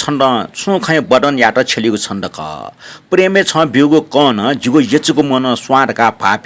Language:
Newari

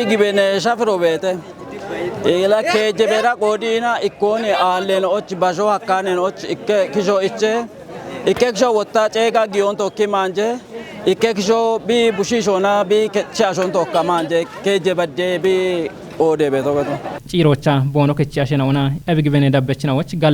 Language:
Kafa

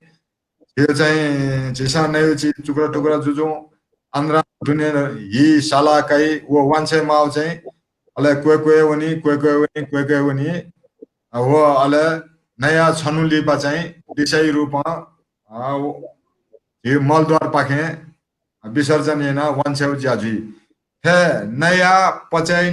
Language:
Newari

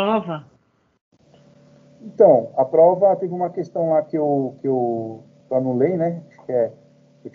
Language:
Portuguese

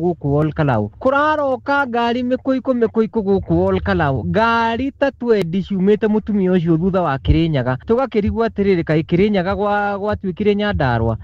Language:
Kikuyu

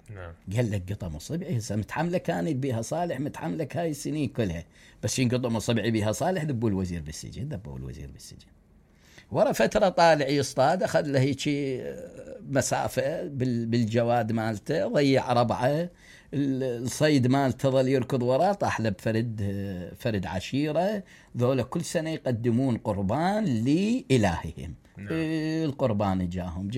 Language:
Mesopotamian Arabic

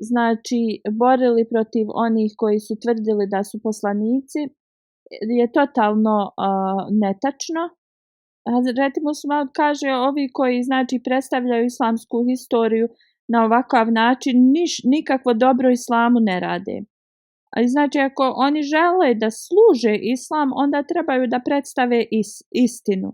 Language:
Bosnian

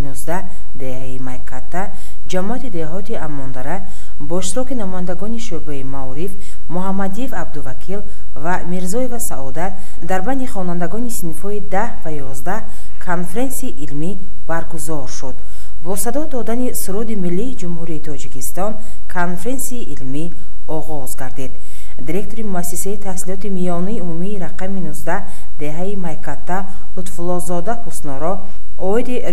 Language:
Tajik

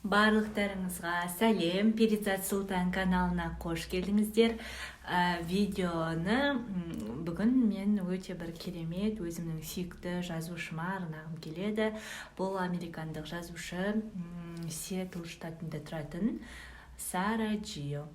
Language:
Kazakh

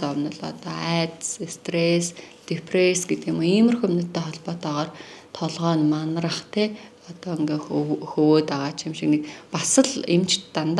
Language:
Mongolian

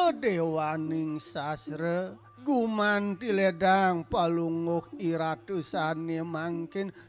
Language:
Balinese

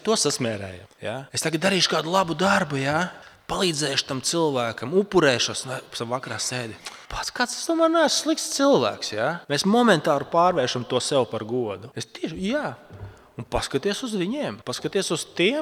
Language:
Latvian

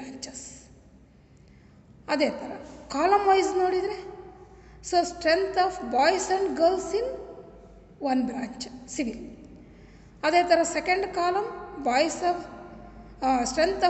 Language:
Kannada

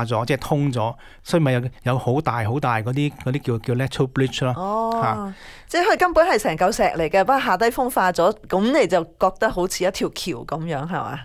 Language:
Cantonese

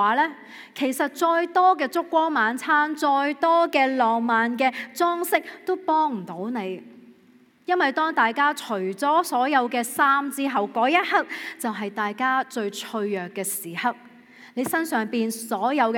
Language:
Cantonese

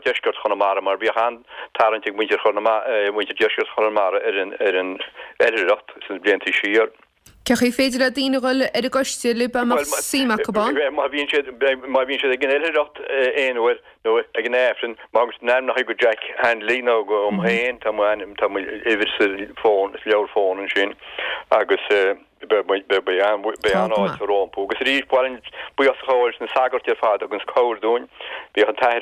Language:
Irish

